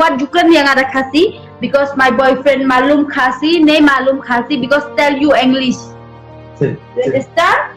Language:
Khasi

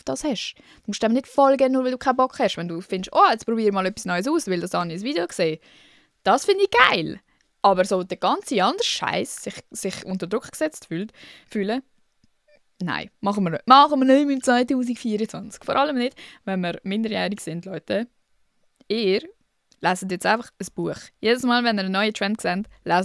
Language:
Swiss German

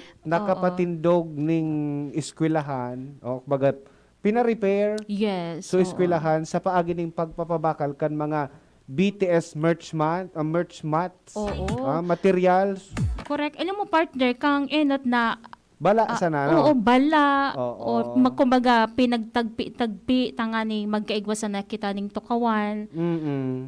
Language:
Bikol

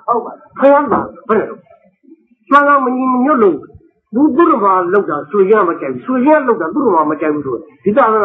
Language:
Burmese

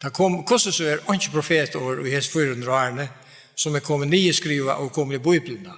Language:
Faroese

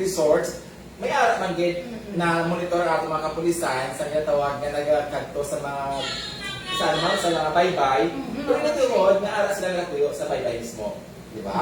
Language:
Hiligaynon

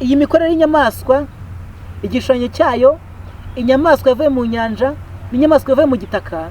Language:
Kinyarwanda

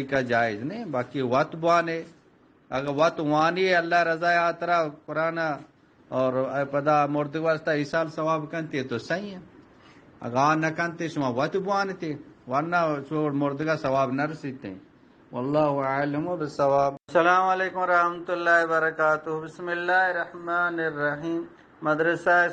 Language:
Eastern Balochi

